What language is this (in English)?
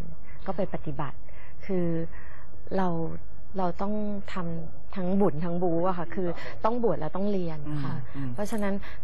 Thai